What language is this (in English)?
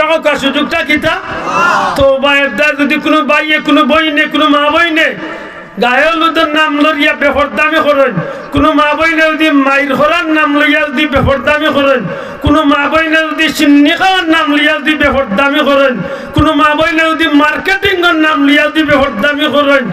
Sylheti